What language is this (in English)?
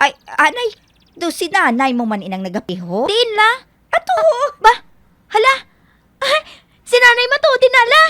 Hiligaynon